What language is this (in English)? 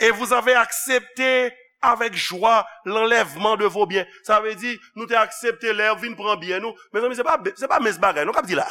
Haitian Creole